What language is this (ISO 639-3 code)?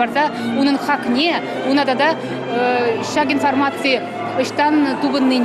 chv